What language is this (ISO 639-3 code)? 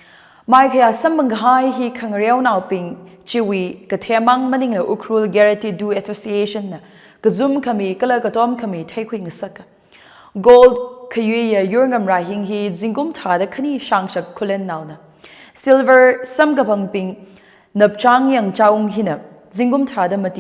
nmf